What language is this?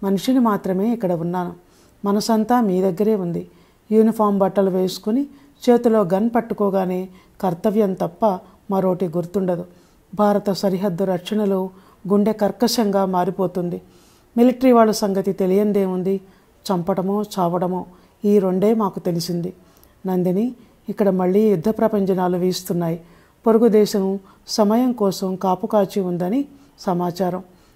Telugu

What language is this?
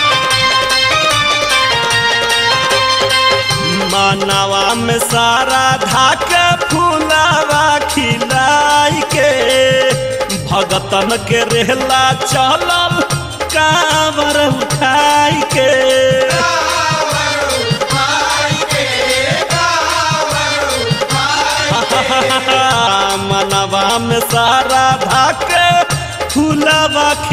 Bhojpuri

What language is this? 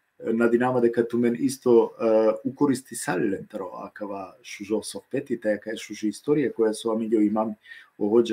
Balkan Romani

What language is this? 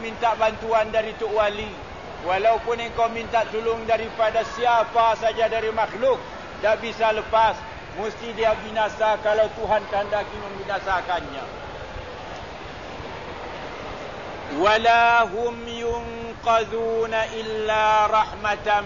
Malay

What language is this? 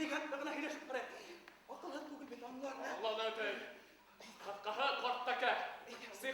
Bashkir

